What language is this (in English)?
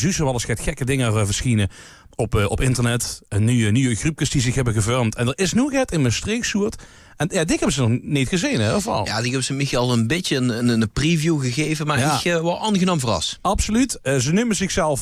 Limburgish